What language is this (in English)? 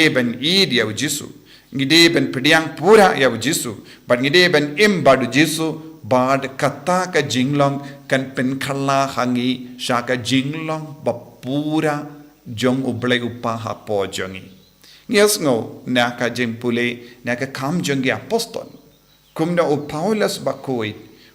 Khasi